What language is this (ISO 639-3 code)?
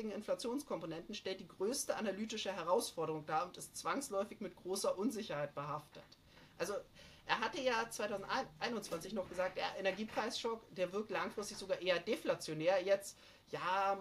deu